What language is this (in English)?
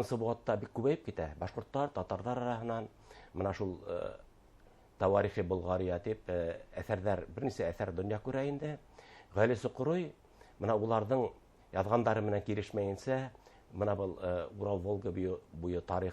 Bashkir